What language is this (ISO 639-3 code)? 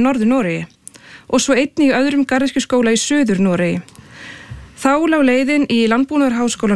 isl